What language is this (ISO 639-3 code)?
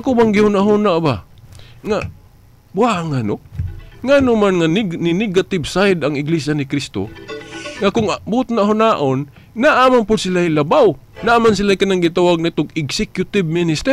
ceb